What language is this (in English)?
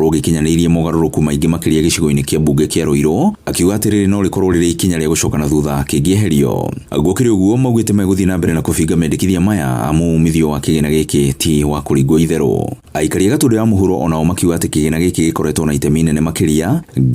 Kikuyu